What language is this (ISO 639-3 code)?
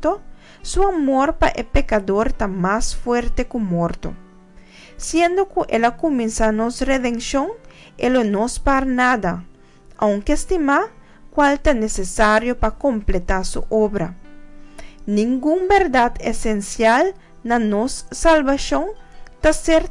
pap